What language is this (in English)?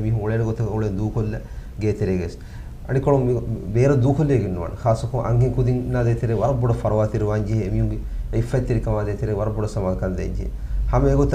Divehi